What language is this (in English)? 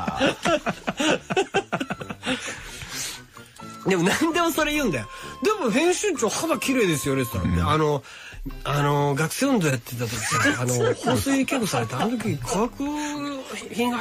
Japanese